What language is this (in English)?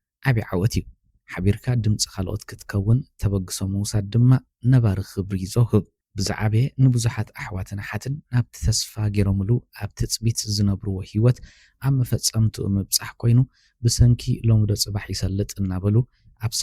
Tigrinya